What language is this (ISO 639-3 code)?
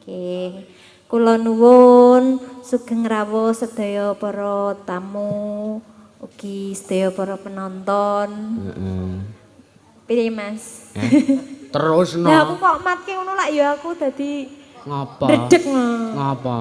jav